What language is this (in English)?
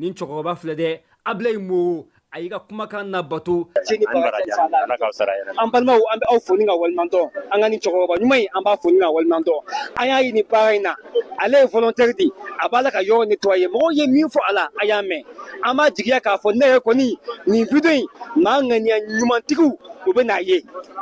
Bambara